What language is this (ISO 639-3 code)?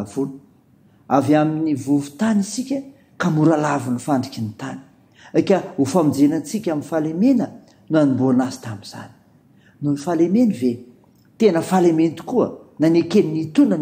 mlg